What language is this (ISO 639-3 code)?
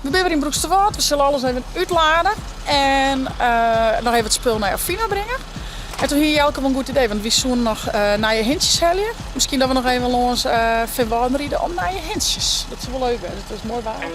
fry